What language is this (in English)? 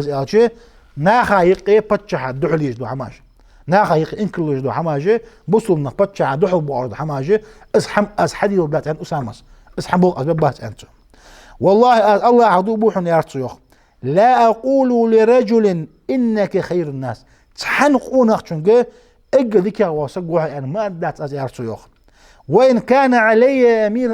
Ingush